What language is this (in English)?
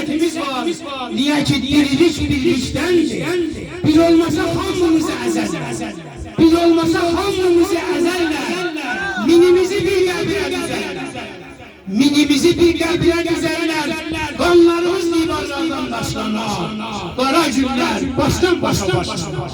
South Azerbaijani